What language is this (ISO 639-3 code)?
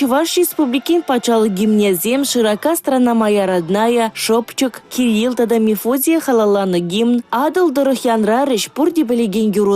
chv